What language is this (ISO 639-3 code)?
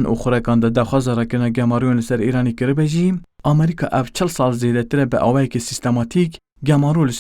kur